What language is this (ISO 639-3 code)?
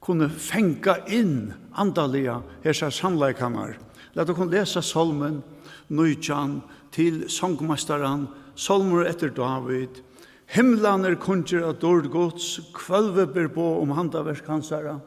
fao